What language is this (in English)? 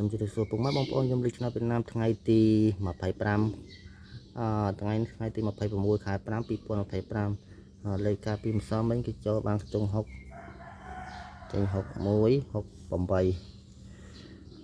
Khmer